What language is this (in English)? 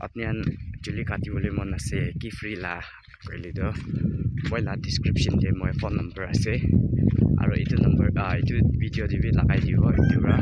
Naga Pidgin